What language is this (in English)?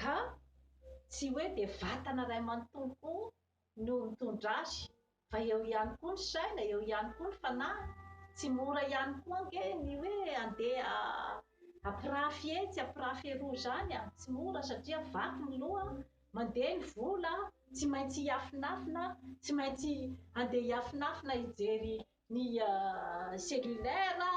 Malagasy